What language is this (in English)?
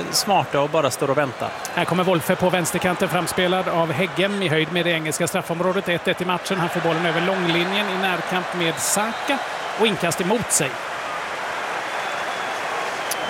Swedish